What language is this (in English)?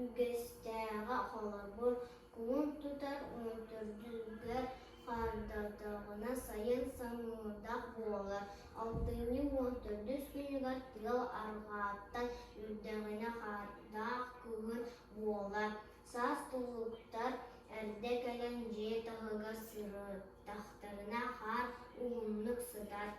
Yakut